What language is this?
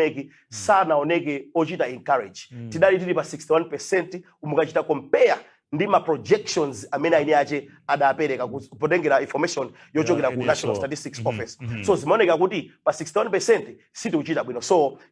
Nyanja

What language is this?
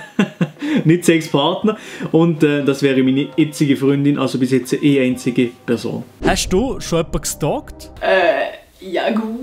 Swiss German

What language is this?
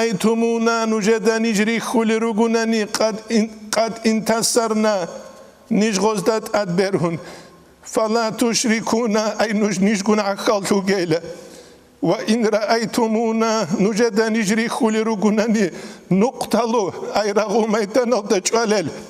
Avaric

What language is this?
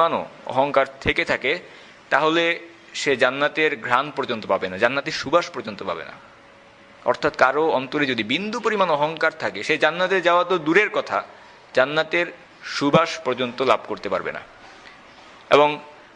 Bangla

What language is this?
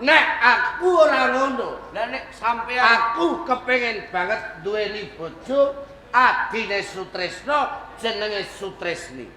Javanese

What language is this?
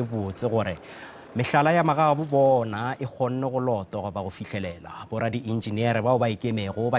Northern Sotho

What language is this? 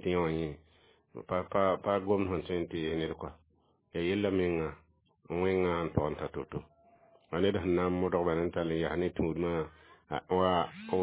Mossi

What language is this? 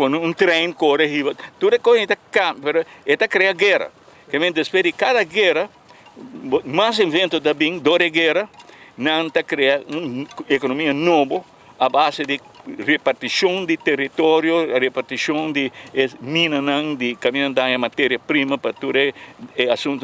Papiamento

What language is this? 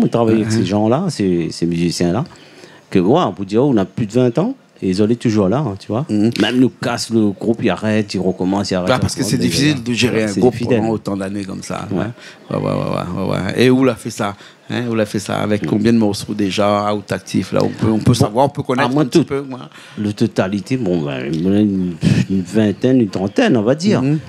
Réunion Creole French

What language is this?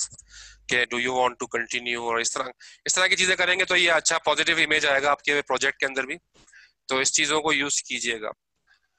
Hindi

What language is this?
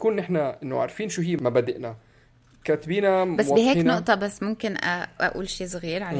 North Levantine Arabic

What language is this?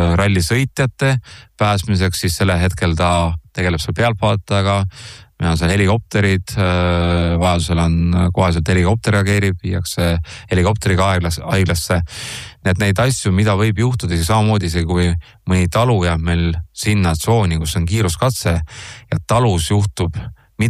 Estonian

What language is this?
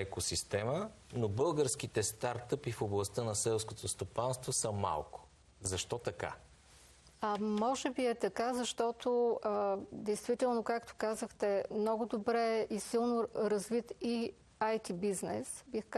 Bulgarian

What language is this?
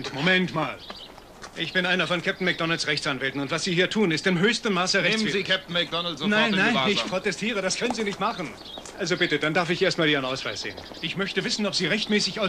German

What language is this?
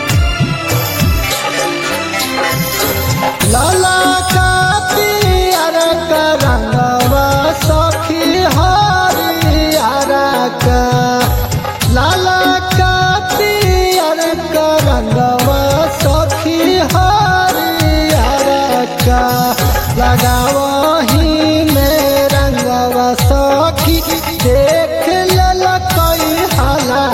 Bhojpuri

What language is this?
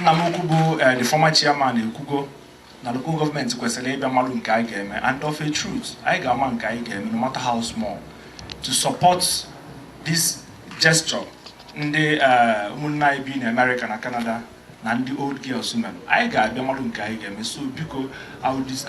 Igbo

